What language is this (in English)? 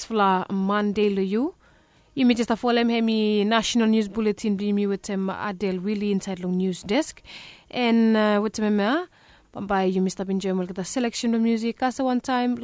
Bislama